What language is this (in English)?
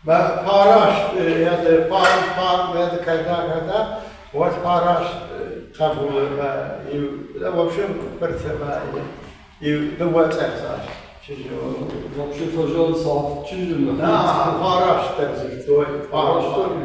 Ossetic